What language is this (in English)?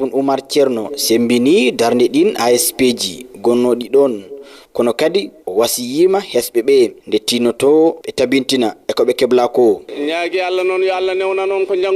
Fula